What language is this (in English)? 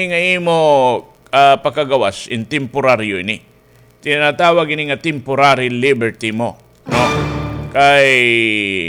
Waray